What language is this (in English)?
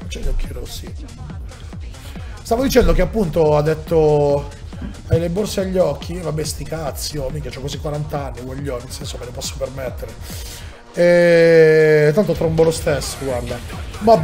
Italian